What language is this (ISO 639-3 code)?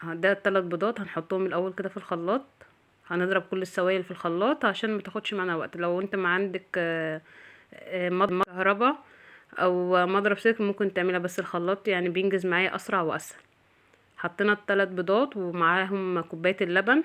arz